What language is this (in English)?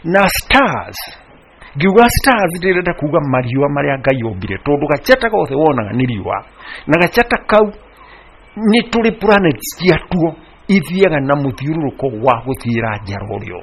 Kikuyu